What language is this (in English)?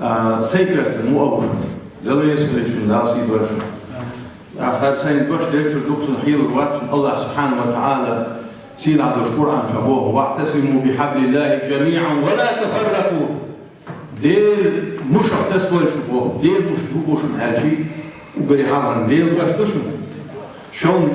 Chechen